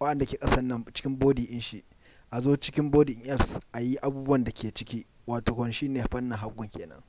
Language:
Hausa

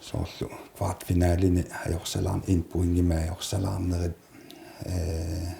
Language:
Kalaallisut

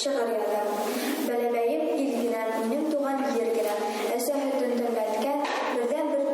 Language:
Bashkir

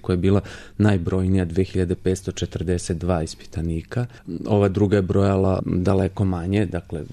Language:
Serbian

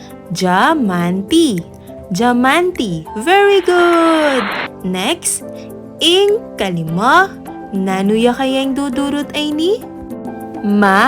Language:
Pampanga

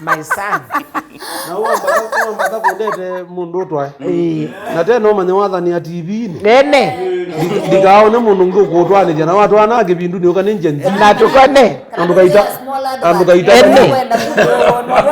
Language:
Kamba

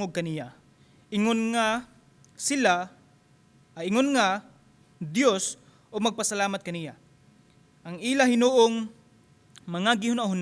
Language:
Cebuano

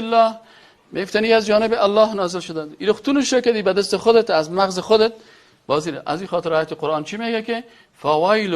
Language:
Persian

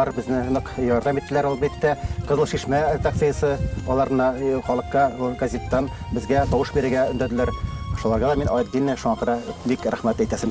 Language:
Bashkir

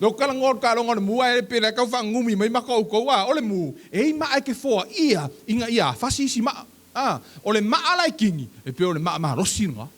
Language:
Samoan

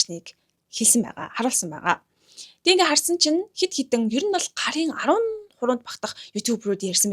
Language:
Mongolian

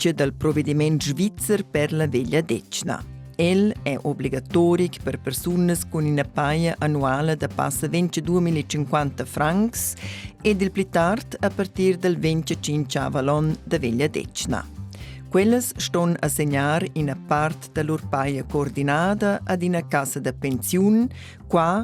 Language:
Romansh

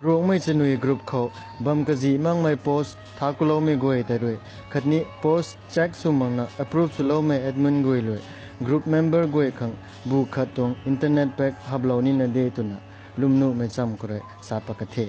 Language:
Rongmei Naga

